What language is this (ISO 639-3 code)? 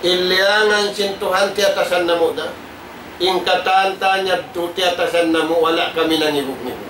tsg